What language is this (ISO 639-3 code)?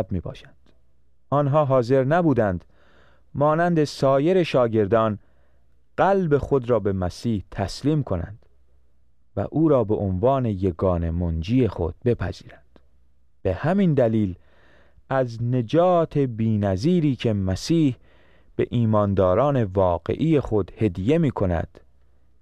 fas